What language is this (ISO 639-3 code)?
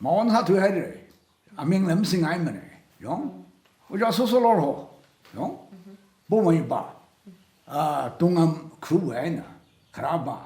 nmf